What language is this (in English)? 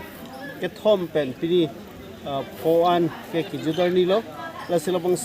Karbi